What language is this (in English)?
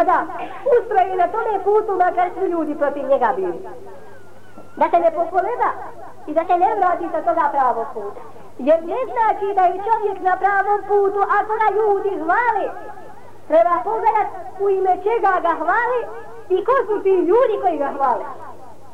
Bosnian